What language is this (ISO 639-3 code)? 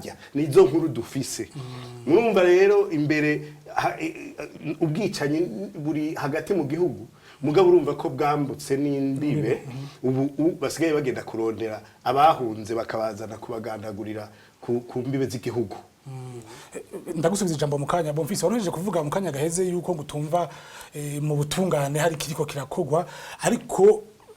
run